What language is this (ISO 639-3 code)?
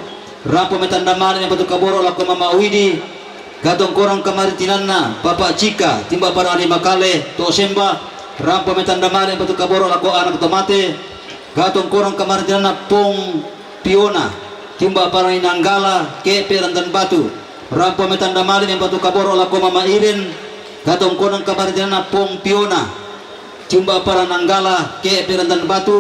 sda